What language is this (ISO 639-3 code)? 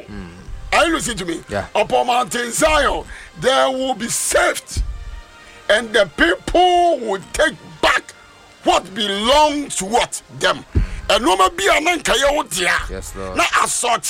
aka